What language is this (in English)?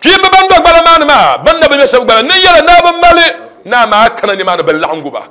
Dagbani